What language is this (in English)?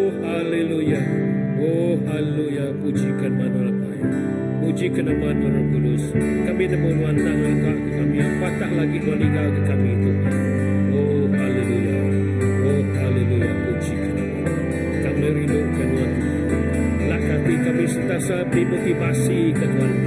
Iban